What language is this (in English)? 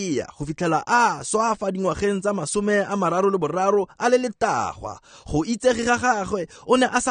Tswana